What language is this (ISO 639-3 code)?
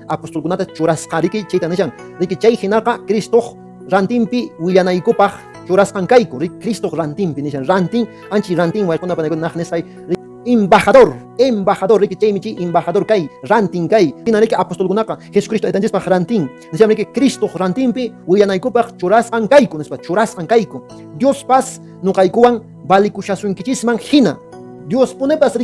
que